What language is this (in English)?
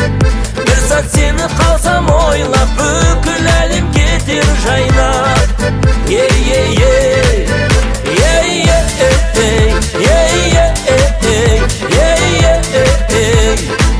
Kazakh